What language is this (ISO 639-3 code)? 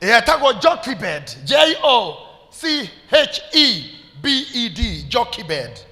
kik